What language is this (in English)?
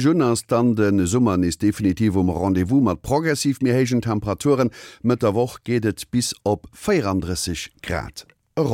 Luxembourgish